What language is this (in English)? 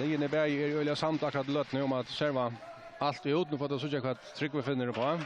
Faroese